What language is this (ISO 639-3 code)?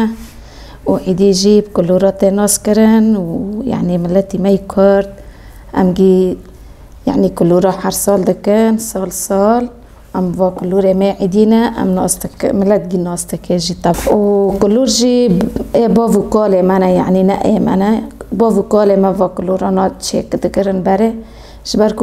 kur